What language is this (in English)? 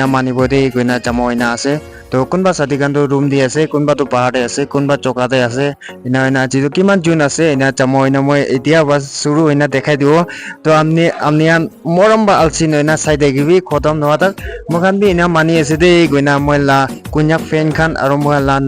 Naga Pidgin